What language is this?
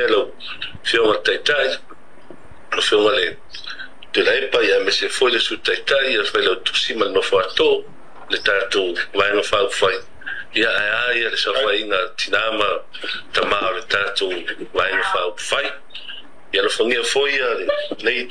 Samoan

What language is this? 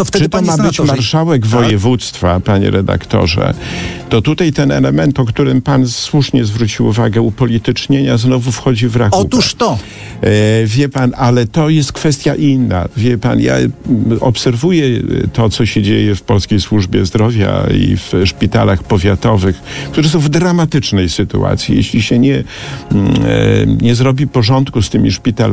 Polish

